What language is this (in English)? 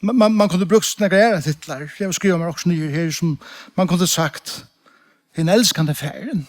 Faroese